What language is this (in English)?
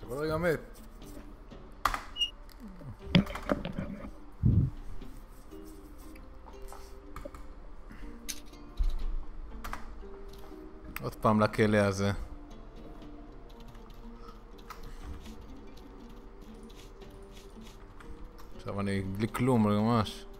Hebrew